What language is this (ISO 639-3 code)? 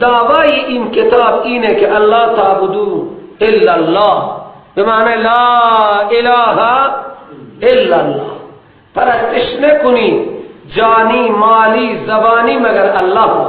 fas